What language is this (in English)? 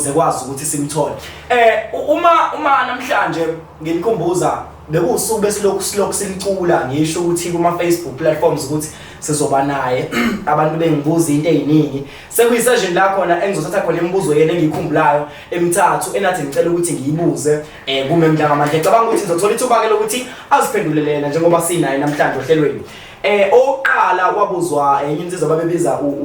Zulu